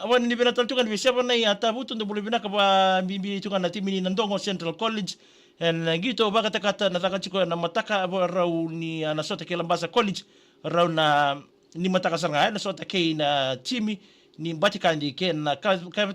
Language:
Fijian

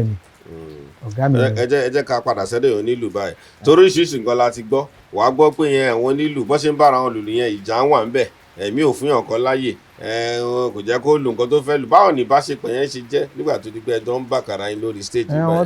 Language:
Yoruba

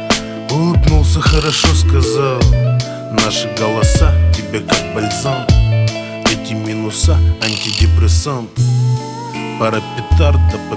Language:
Russian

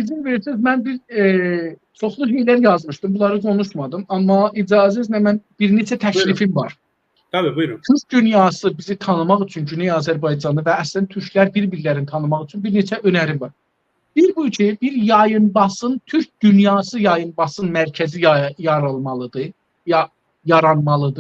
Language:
South Azerbaijani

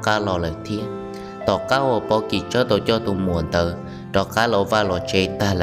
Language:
Hmong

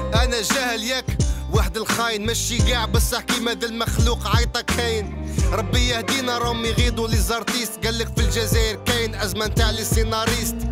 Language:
Algerian Arabic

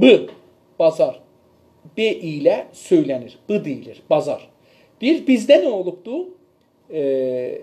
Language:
South Azerbaijani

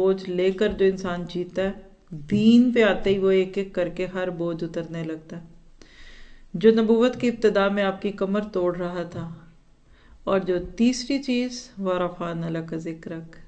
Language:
Urdu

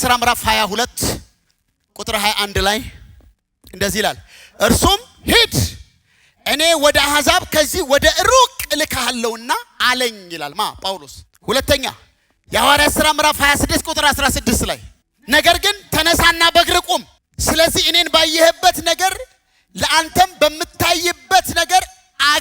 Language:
Amharic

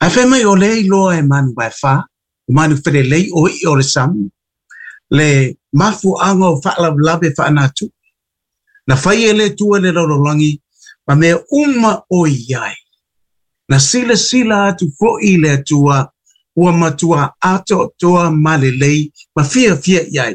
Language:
Samoan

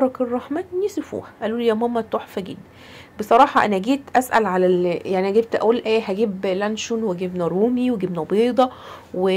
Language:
Egyptian Arabic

